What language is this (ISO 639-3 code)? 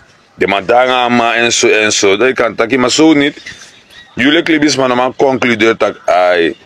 srn